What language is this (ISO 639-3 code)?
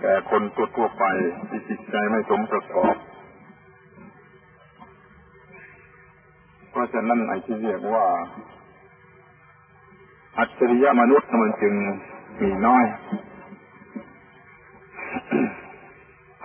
tha